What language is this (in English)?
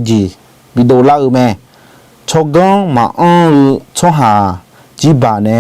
Akha